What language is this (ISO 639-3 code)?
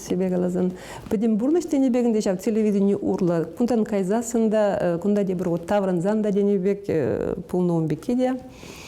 chv